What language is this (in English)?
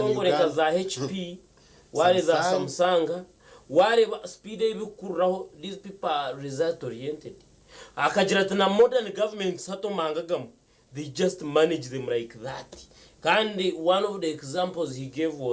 Nyankole